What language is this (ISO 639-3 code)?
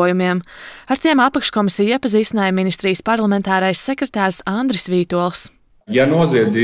lav